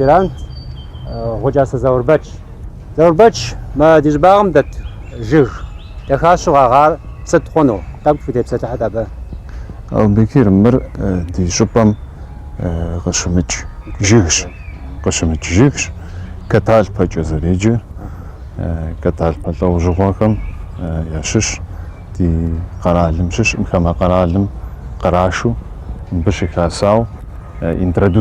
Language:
Kabardian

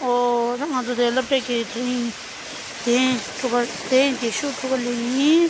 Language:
Tibetan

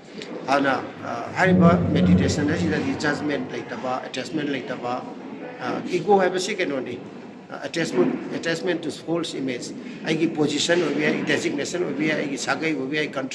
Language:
Manipuri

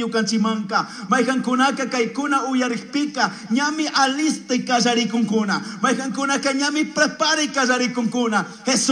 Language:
Chimborazo Highland Quichua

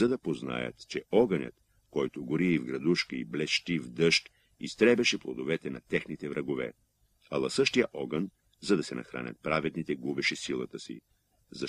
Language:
Bulgarian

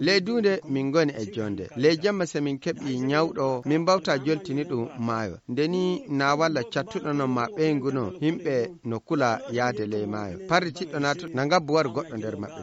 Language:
Nigerian Fulfulde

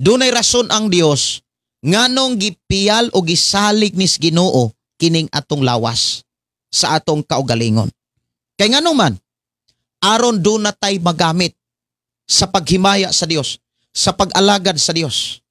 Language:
Cebuano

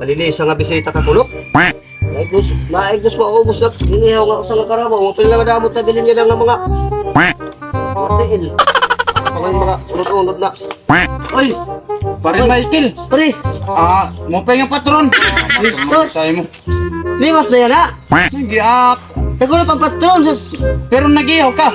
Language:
Waray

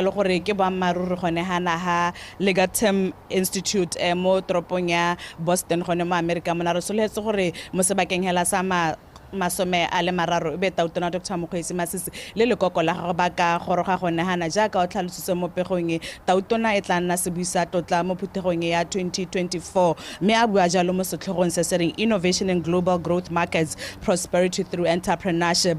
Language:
Tswana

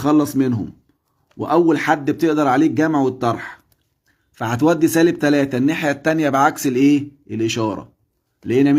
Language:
Egyptian Arabic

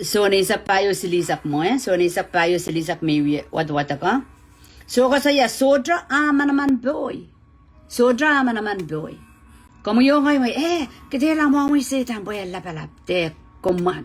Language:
Pohnpeian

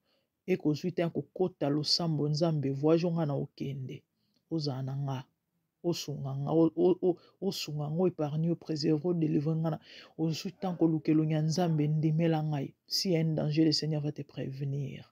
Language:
Lingala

